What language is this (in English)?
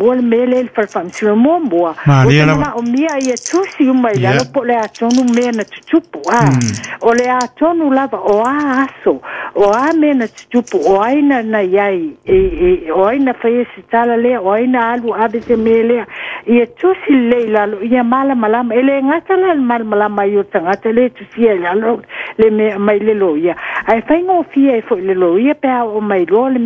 Samoan